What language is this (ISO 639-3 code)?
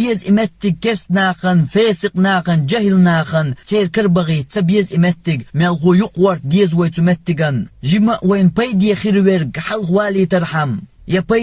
che